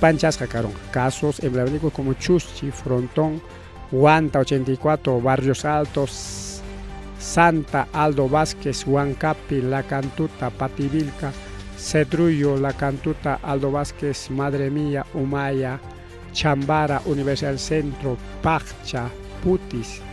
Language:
Ayacucho Quechua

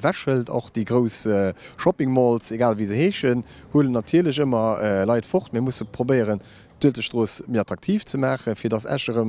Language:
Luxembourgish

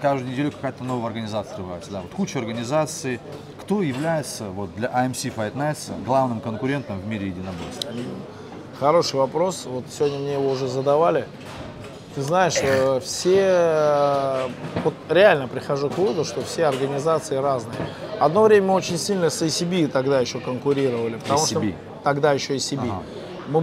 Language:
Russian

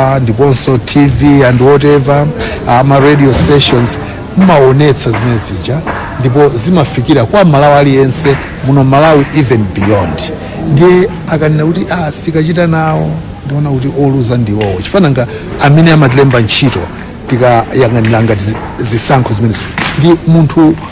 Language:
Nyanja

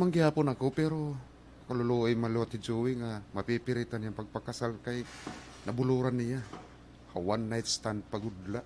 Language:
Waray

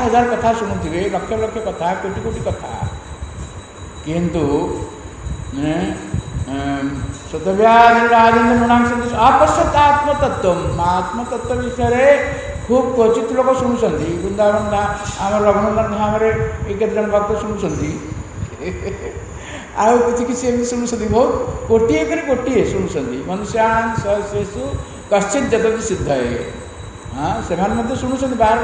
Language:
Odia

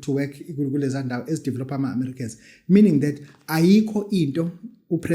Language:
Zulu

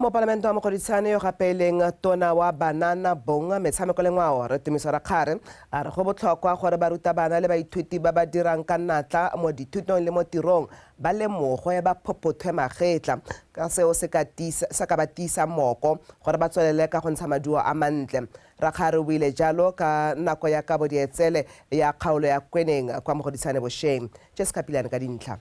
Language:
Tswana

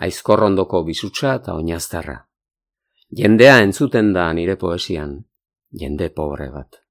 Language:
Basque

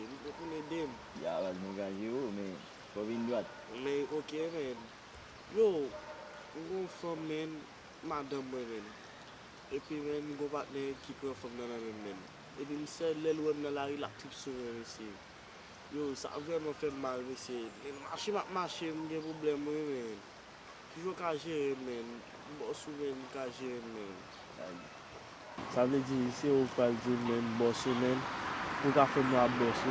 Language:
Haitian Creole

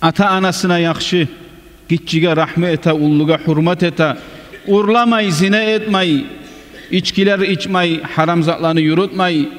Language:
Kumyk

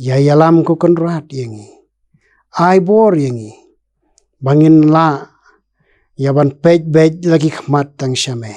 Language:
Khasi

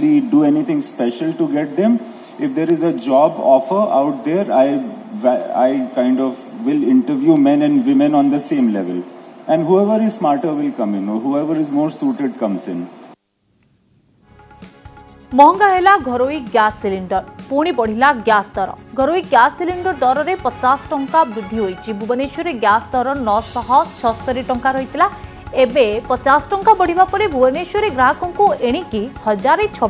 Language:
Odia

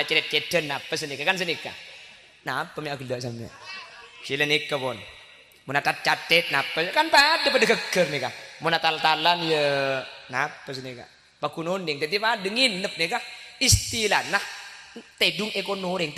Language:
Madurese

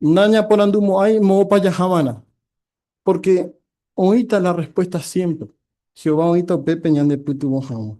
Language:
Guarani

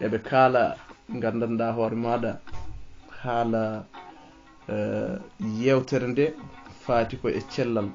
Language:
Fula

